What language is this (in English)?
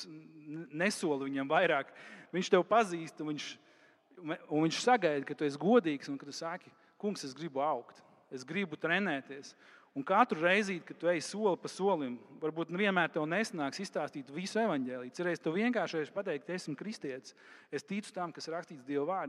Latvian